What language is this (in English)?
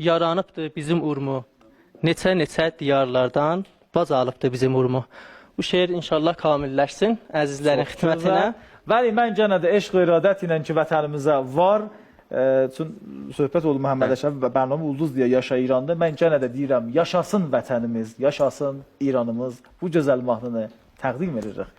South Azerbaijani